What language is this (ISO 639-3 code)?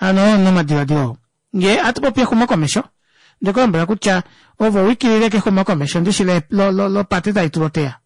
kua